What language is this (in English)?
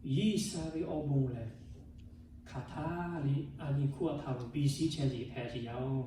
Lahu